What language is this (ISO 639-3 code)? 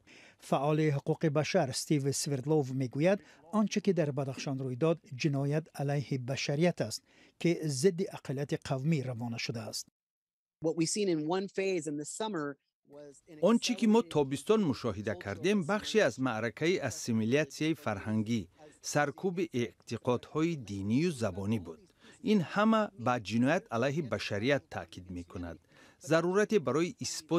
tgk